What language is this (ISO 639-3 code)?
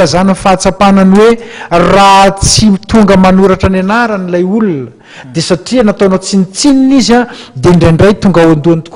mlg